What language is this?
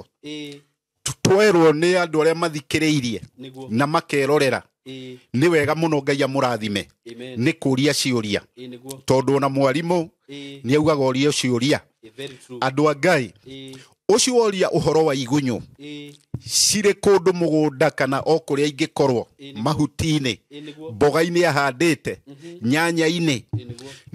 Kikuyu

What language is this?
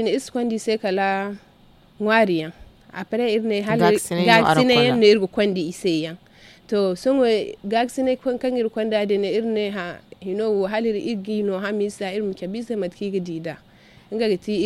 Zarma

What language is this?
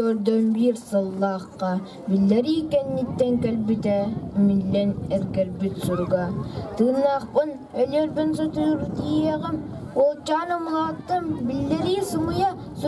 Yakut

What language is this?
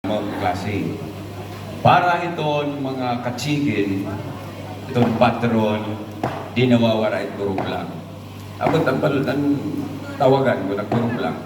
Waray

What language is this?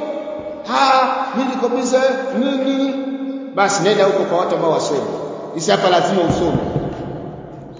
Swahili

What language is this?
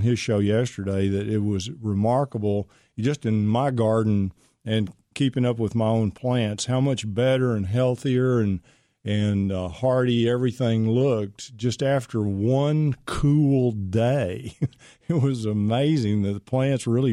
English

